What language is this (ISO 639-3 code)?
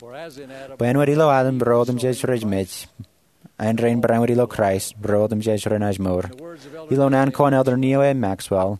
mah